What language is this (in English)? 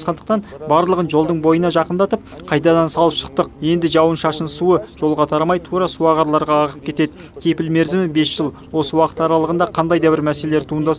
Kazakh